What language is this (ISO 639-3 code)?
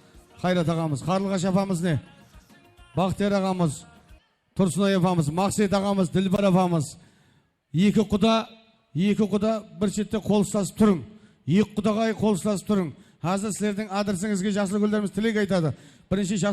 kaa